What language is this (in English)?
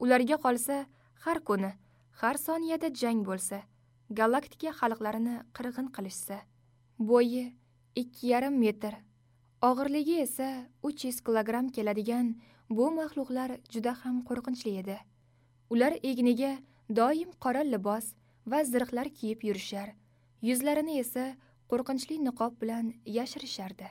Uzbek